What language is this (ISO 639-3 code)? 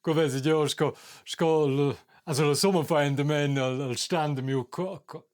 roh